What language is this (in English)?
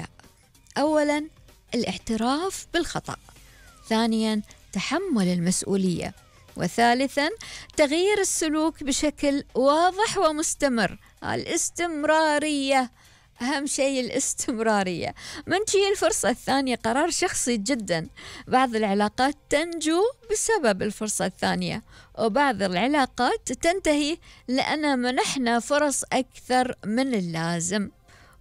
Gulf Arabic